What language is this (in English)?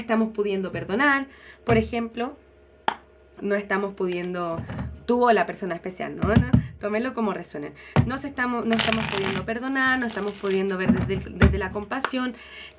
Spanish